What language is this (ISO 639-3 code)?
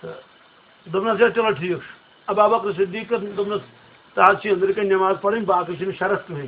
kas